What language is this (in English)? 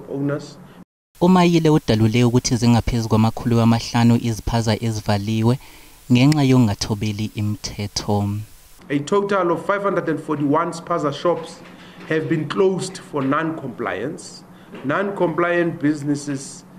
Zulu